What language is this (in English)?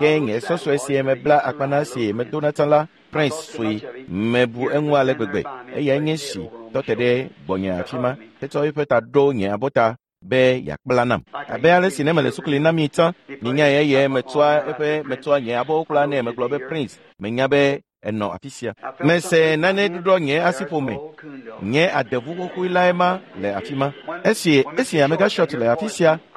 Ewe